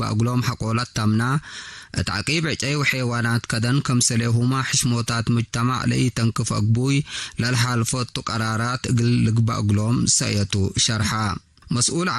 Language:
Tigre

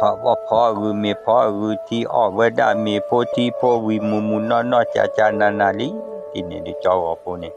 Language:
S'gaw Karen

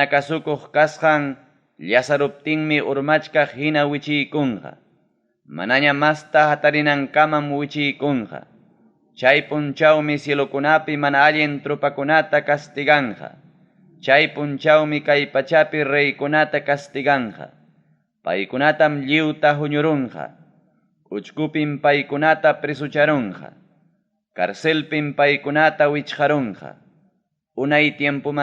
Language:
Ayacucho Quechua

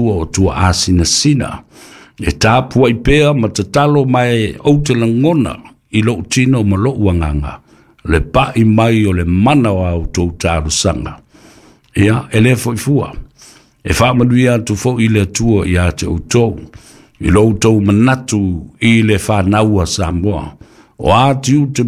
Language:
Samoan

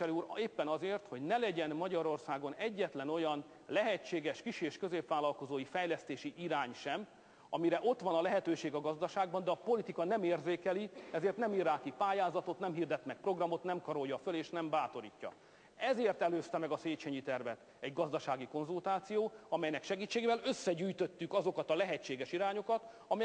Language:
Hungarian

